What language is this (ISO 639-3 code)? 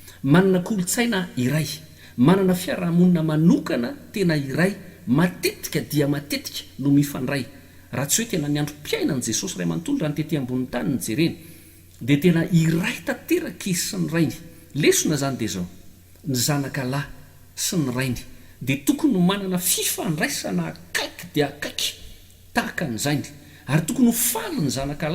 mlg